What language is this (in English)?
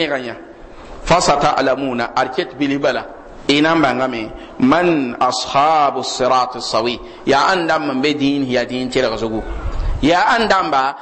Mossi